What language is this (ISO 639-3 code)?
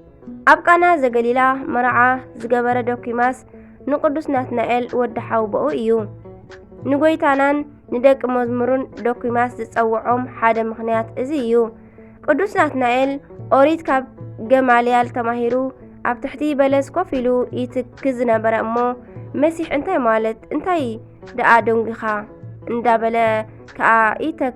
tir